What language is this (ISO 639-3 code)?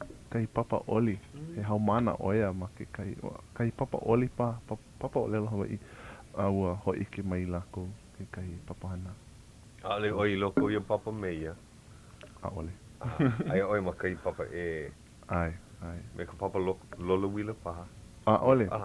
haw